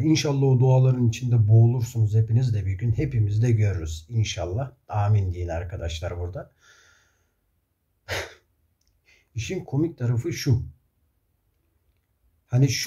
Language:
Turkish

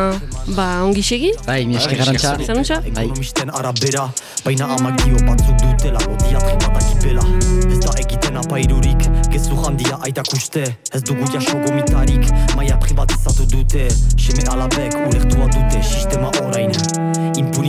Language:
Basque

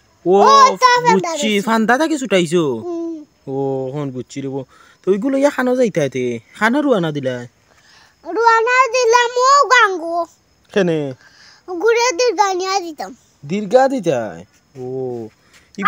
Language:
Sylheti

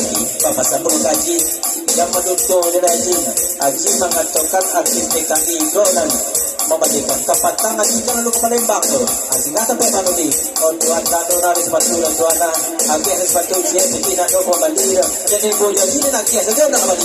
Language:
Minangkabau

